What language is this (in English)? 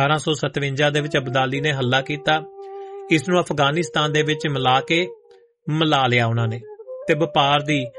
Punjabi